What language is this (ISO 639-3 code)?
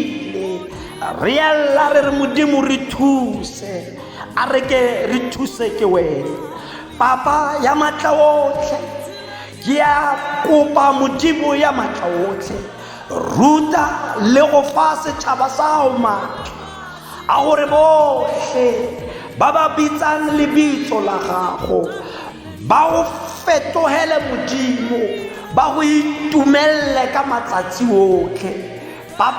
tsn